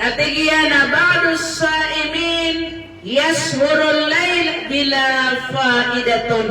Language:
Maranao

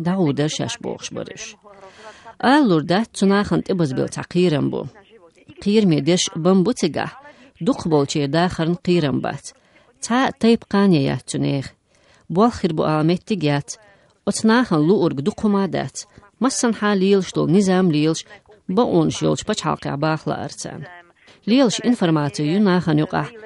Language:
Chechen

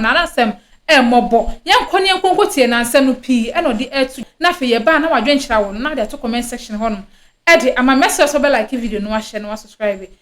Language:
Akan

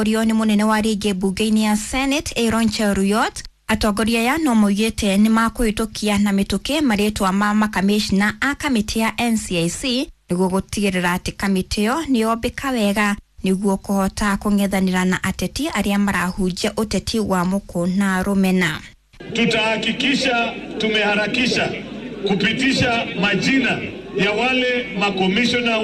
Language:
Kikuyu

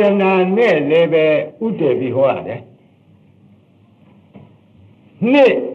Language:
Burmese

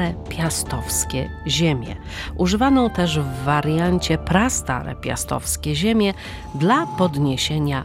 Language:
Polish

